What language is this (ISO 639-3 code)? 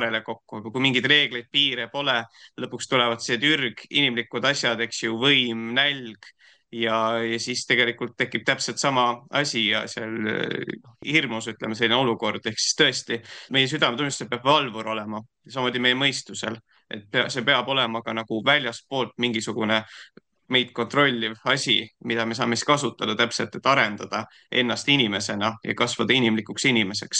est